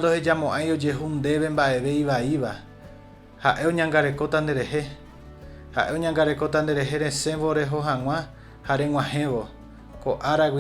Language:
Guarani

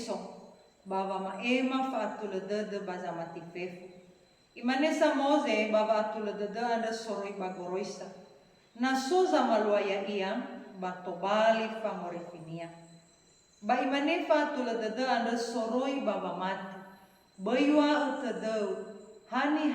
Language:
Nias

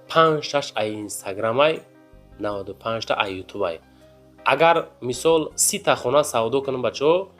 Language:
Tajik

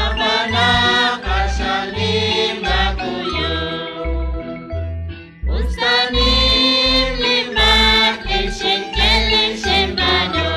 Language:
Kekchí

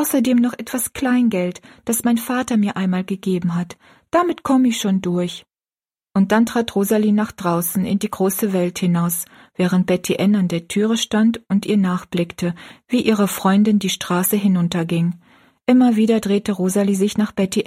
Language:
German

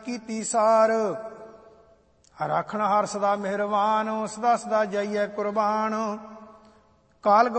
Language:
Punjabi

